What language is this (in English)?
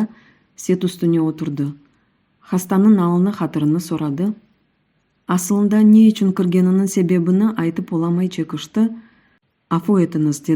Crimean Tatar